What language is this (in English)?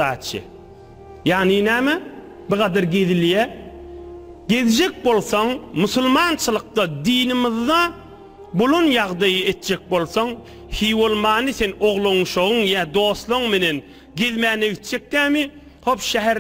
Turkmen